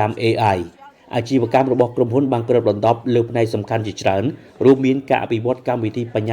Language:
Khmer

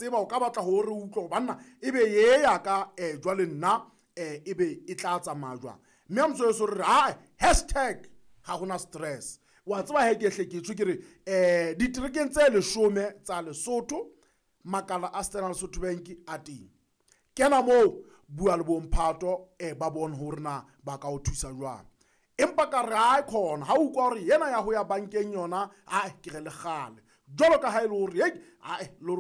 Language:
Southern Sotho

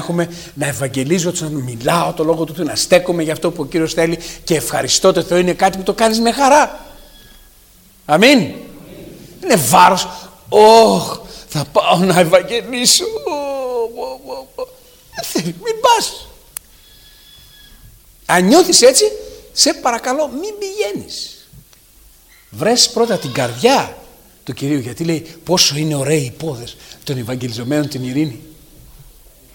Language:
Greek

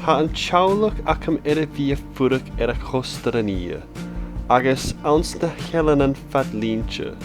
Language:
Scottish Gaelic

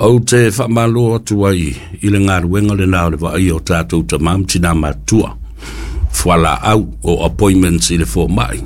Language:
Samoan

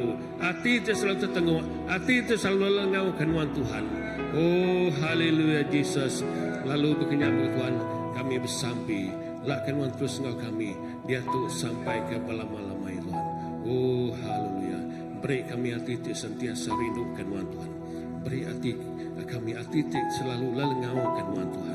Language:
Iban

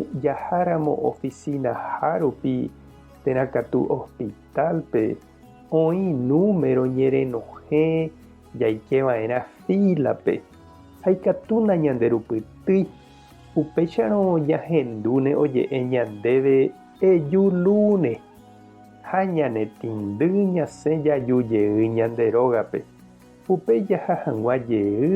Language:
Guarani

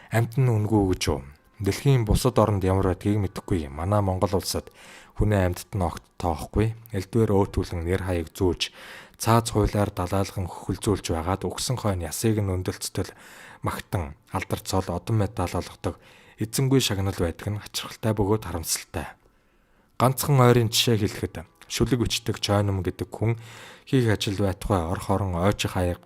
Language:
Mongolian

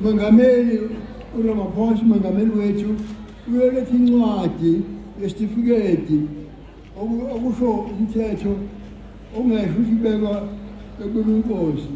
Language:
Zulu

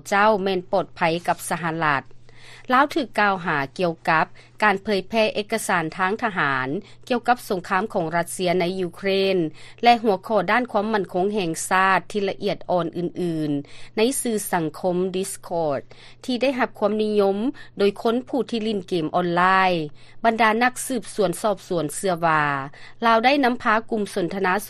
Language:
Lao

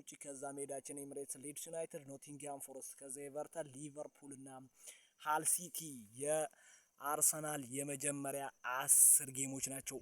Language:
Amharic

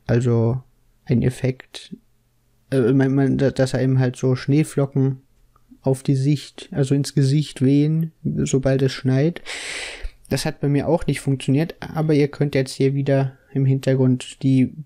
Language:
German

